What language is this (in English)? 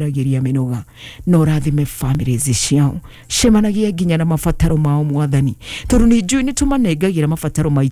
Kikuyu